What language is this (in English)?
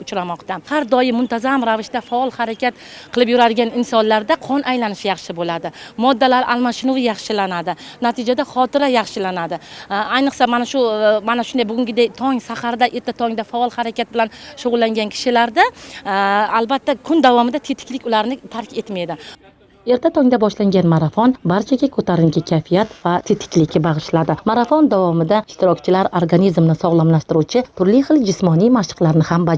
Uzbek